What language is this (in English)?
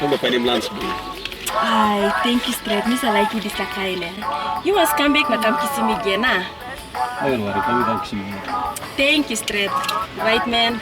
Tok Pisin